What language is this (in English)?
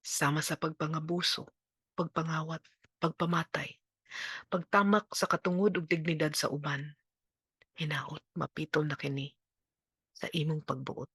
Cebuano